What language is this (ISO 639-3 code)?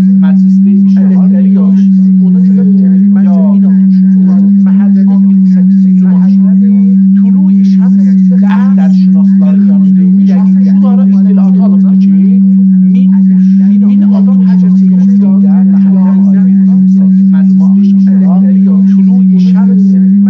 azb